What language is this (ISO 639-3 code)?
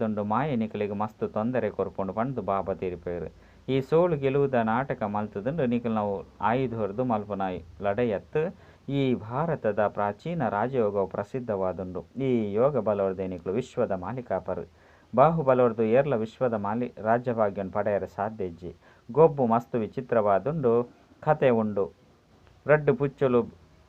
tcy